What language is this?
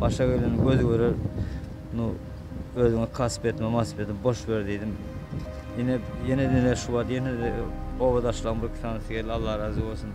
Turkmen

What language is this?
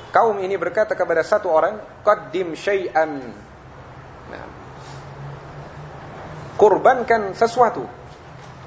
Indonesian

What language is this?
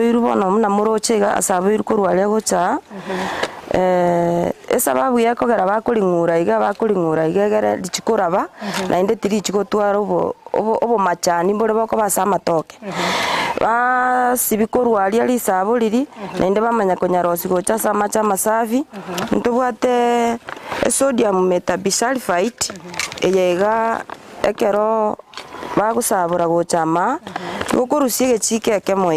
Gusii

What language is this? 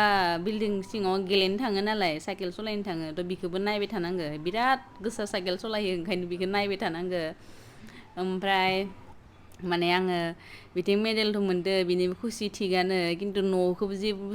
Bodo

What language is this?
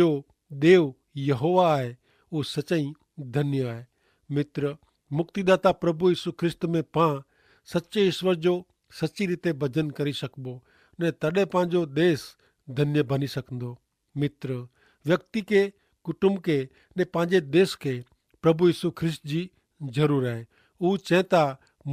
Kachhi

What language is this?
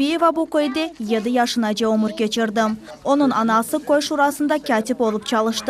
Crimean Tatar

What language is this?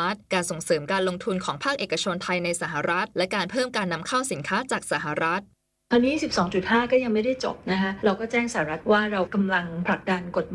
Thai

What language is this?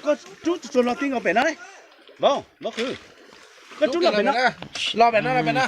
Hmong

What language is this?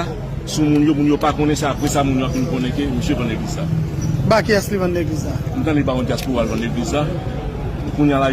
Haitian Creole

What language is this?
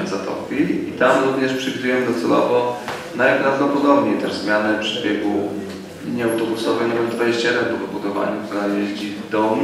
Polish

